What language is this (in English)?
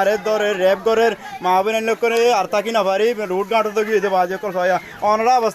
Rohingya